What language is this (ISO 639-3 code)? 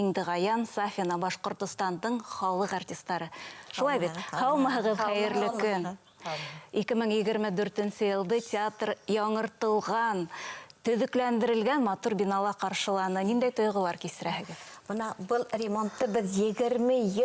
bak